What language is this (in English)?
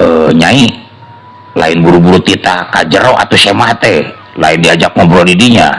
Sundanese